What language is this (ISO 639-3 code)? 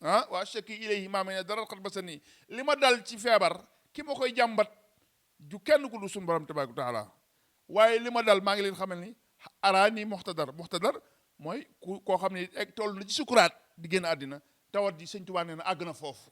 wol